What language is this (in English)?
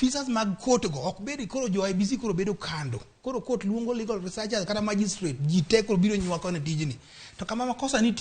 Luo (Kenya and Tanzania)